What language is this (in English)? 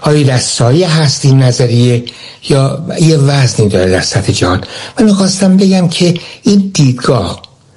Persian